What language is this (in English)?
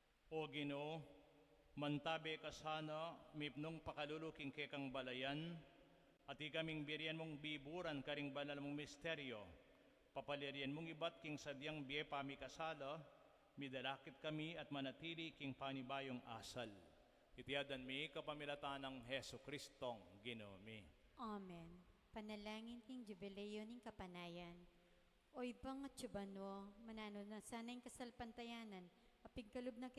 Pampanga